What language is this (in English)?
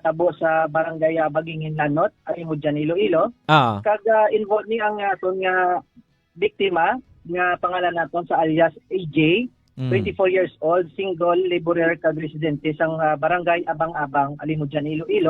Hiligaynon